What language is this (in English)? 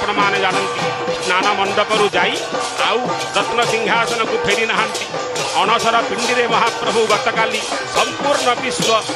Odia